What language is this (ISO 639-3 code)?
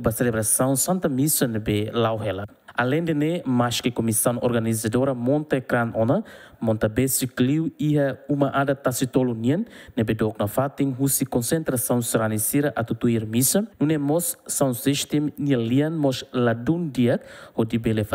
tet